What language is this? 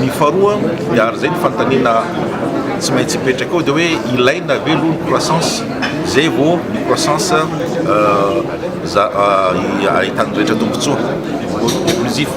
Malagasy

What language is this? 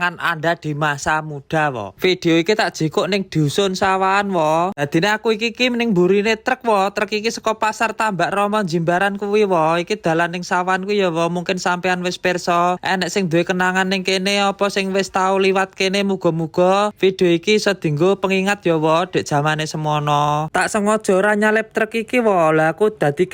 Javanese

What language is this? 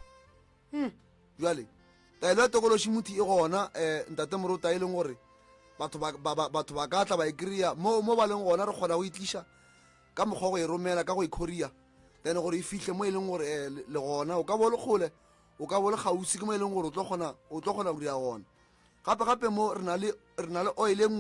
Northern Sotho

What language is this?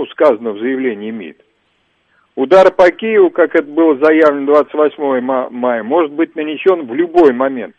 Russian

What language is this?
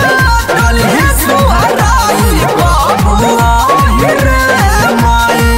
Bhojpuri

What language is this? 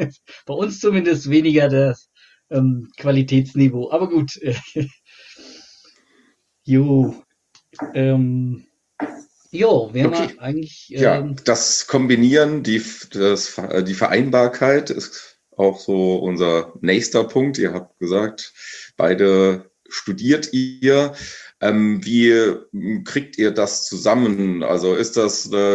German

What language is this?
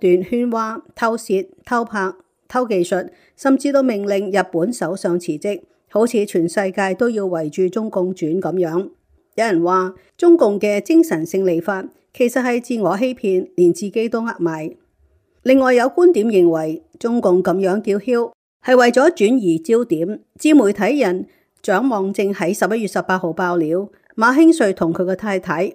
Cantonese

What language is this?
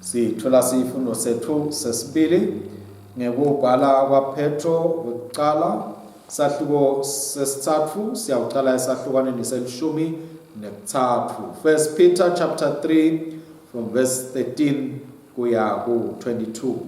Swati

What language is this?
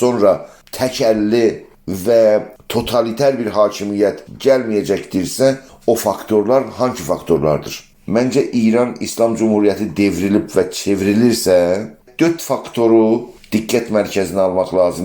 South Azerbaijani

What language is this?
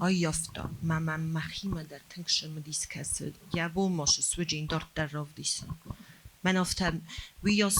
Ossetic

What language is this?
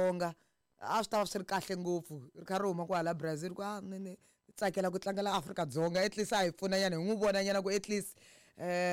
Tsonga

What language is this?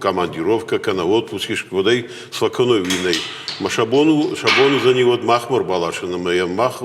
Ossetic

